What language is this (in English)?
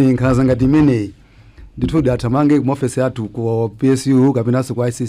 Nyanja